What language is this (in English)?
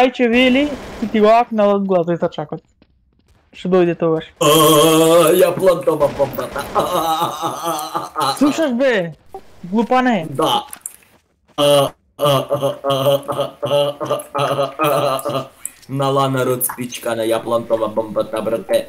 Macedonian